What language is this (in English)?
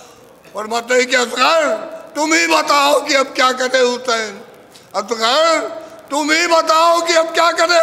Urdu